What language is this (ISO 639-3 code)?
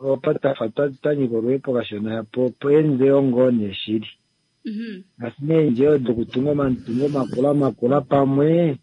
kua